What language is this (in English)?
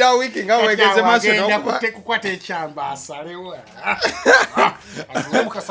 Ganda